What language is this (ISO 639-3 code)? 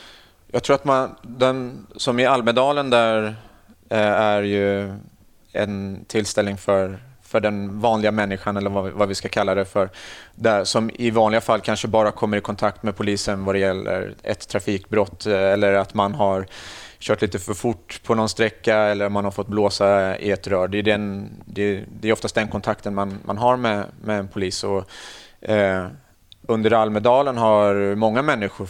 swe